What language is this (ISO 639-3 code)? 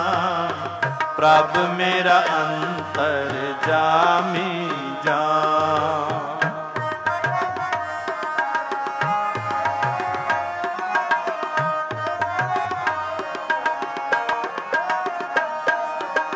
pan